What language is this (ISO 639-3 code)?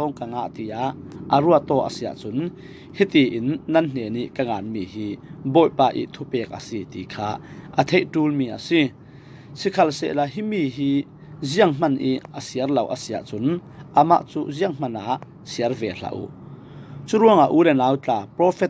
cfm